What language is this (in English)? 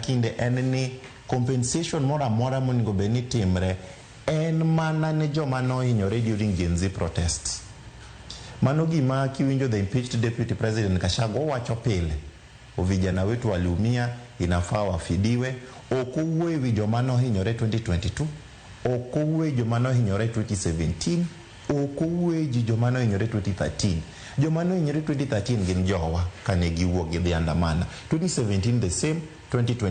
Luo (Kenya and Tanzania)